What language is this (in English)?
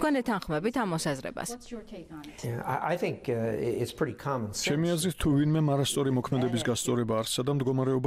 Georgian